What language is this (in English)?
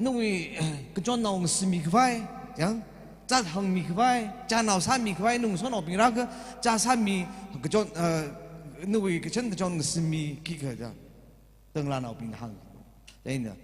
Tangkhul Naga (India)